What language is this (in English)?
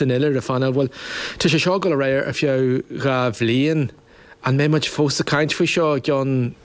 Irish